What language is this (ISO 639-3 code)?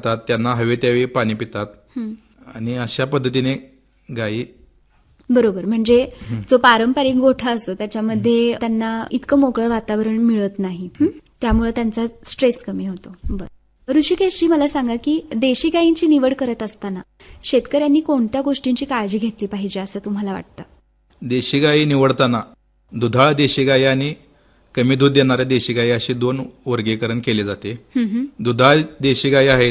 mar